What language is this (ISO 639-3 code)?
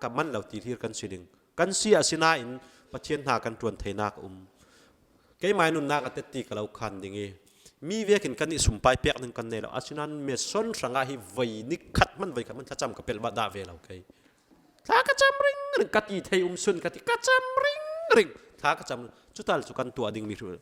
cfm